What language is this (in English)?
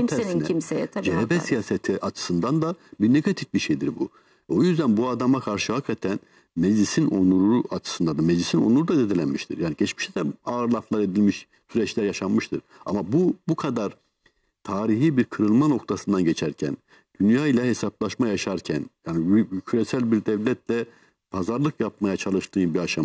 Turkish